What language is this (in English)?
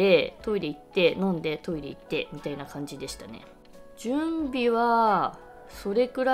Japanese